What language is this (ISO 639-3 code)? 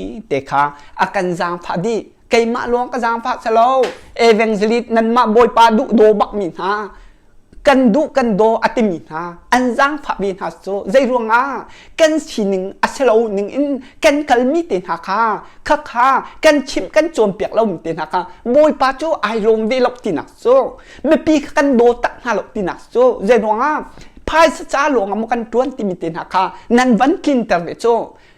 cnh